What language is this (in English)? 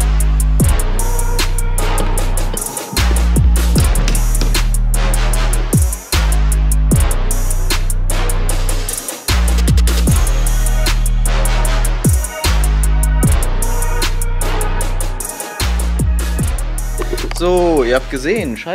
German